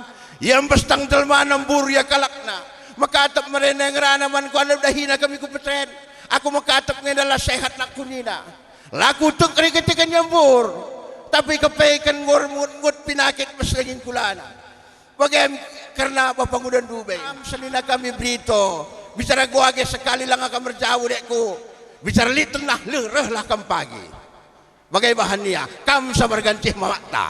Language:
Batak Karo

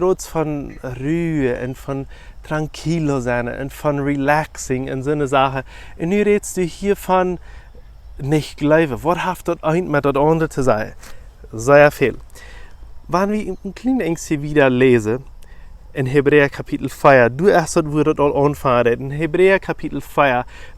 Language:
Plautdietsch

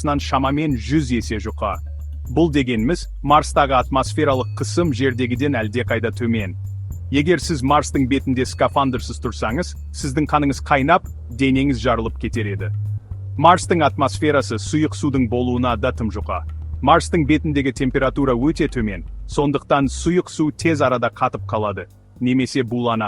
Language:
Kazakh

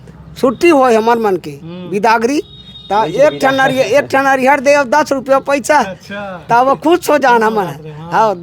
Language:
Chhattisgarhi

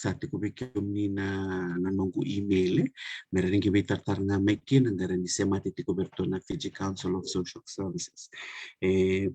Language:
Fijian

